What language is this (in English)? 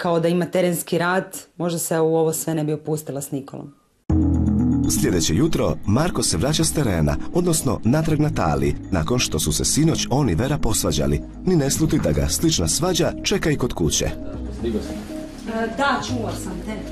Croatian